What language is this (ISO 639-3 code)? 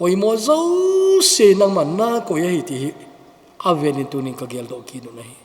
tcz